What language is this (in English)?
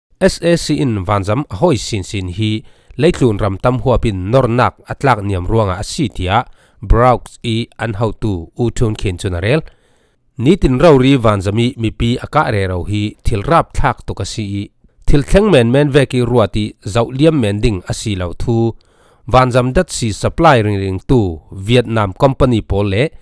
Falam Chin